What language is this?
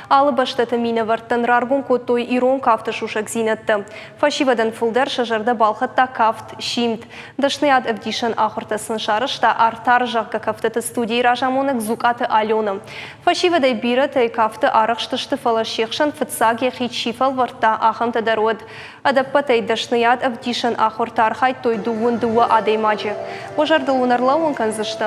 Ossetic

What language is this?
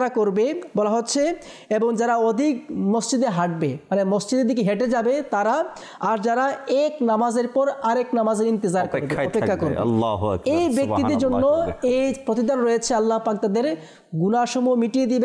Bangla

